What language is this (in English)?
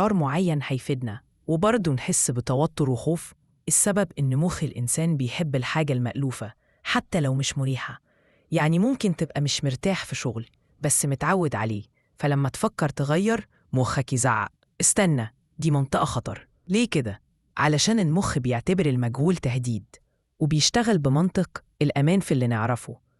Egyptian Arabic